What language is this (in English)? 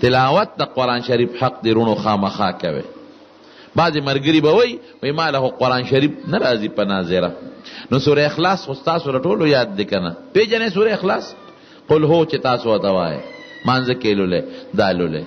Pashto